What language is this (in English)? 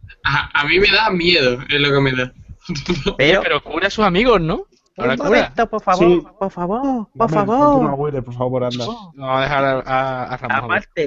Spanish